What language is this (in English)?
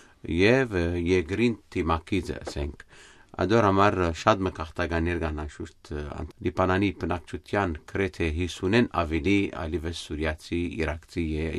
Western Armenian